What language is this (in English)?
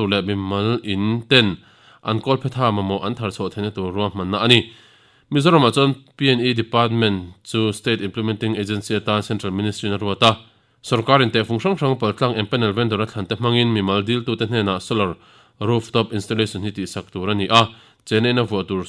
Mizo